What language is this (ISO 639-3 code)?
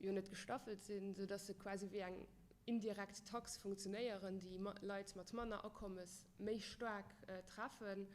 ltz